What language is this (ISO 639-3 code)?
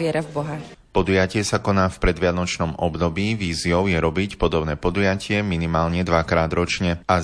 slk